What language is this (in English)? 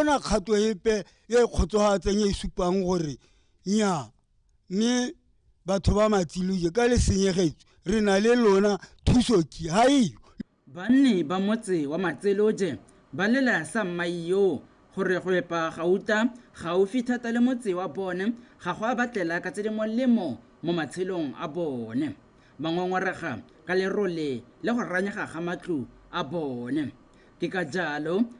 Tswana